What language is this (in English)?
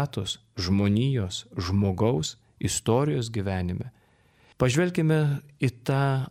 Lithuanian